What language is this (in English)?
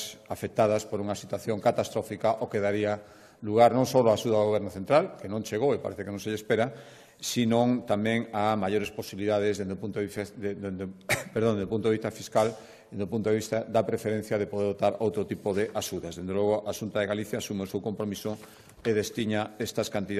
Galician